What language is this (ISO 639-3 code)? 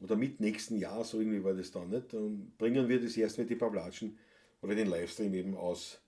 bar